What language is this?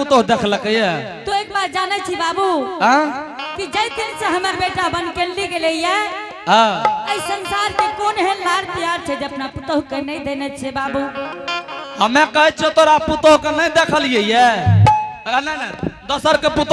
Angika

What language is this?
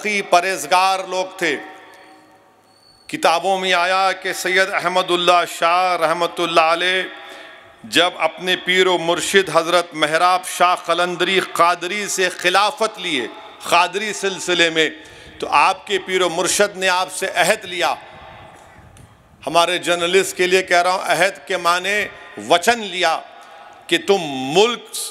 Urdu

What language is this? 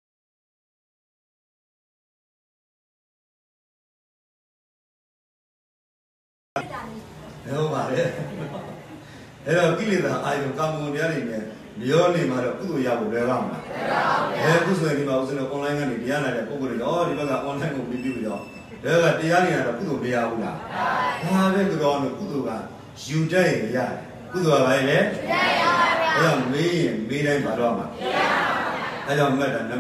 Burmese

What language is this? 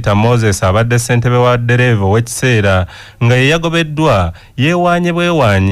Ganda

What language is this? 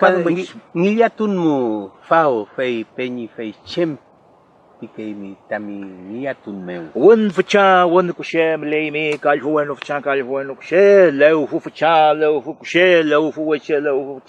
Mapuche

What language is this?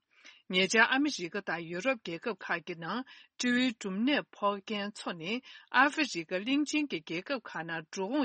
Tibetan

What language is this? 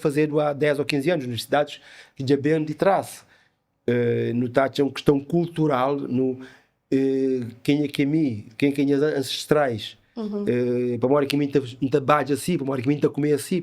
Kabuverdianu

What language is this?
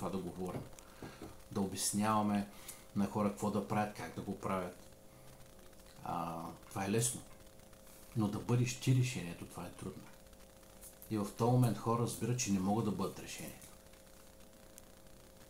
Bulgarian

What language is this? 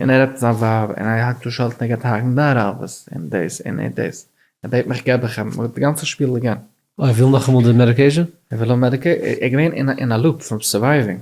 Yiddish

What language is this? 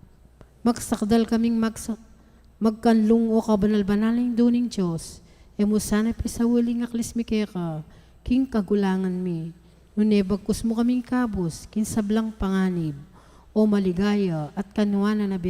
Pampanga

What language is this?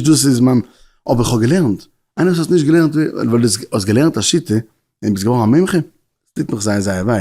Yiddish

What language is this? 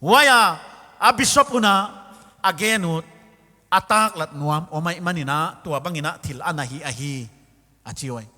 Paite Chin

